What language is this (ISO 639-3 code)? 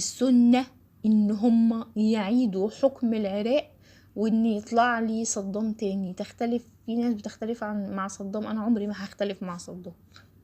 arz